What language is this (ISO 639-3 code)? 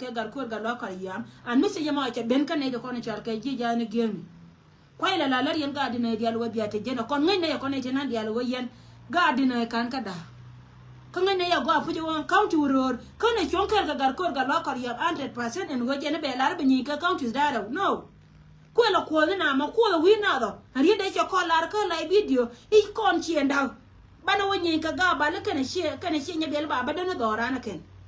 nus